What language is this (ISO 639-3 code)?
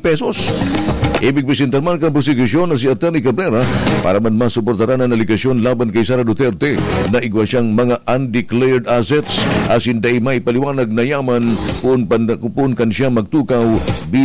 bik